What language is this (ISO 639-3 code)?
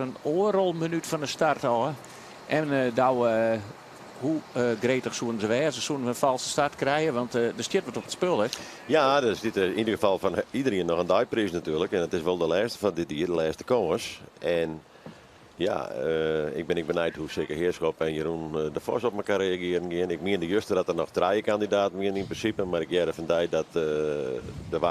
fry